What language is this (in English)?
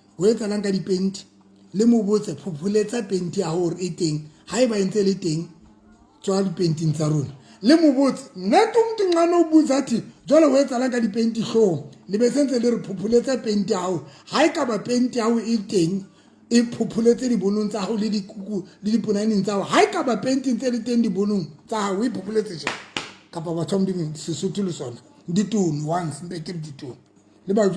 Southern Sotho